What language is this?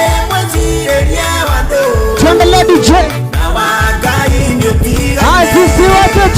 Kikuyu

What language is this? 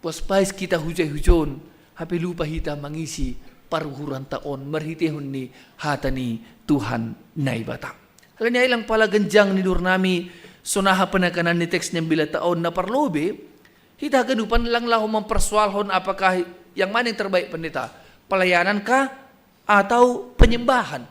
Batak Simalungun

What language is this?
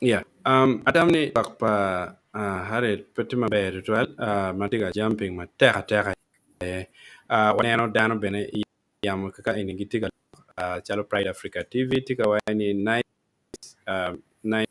Acoli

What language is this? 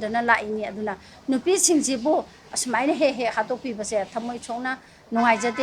Manipuri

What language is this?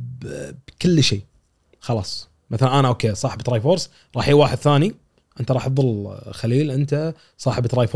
Gulf Arabic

